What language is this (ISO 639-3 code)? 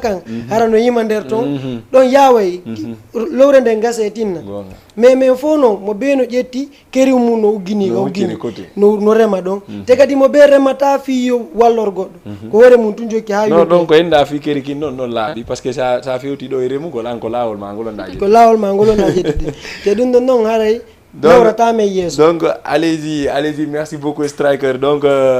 ful